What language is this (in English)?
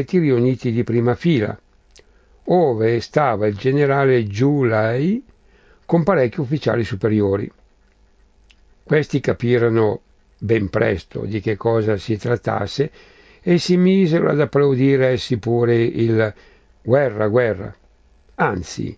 Italian